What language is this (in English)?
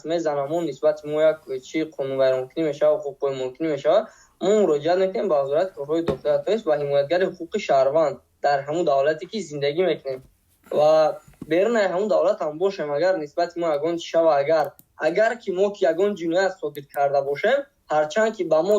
Tajik